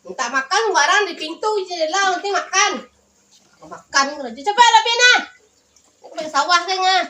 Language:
Minangkabau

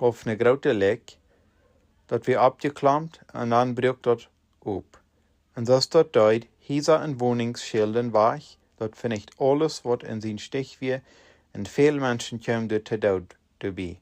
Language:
Plautdietsch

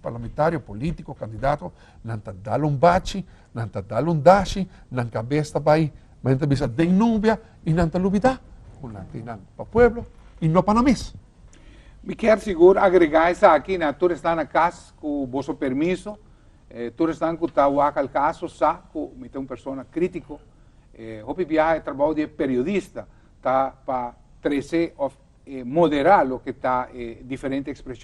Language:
Papiamento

